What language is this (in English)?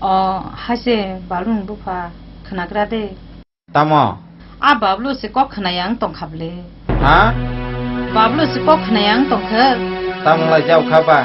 Kok Borok